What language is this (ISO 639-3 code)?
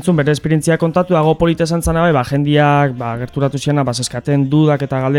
eus